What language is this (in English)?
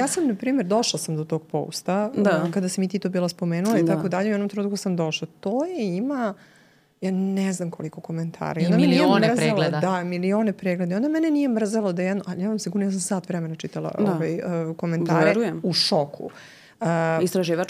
Serbian